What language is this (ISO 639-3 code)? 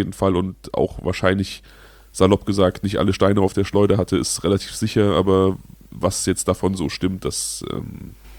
deu